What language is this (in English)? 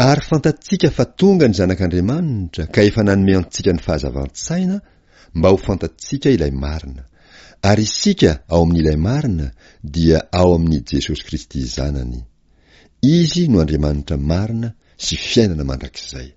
Malagasy